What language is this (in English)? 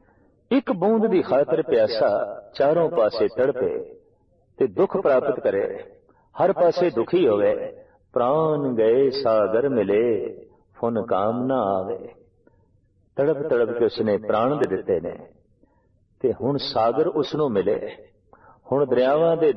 Punjabi